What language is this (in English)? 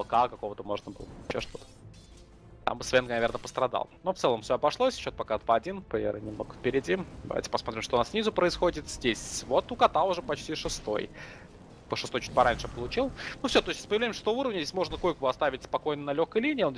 Russian